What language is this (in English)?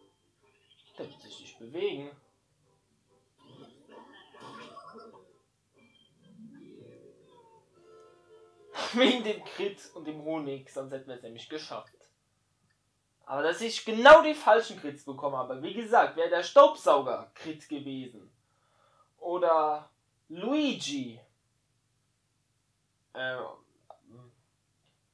German